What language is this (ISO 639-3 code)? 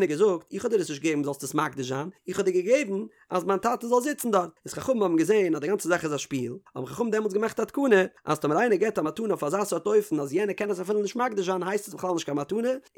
yid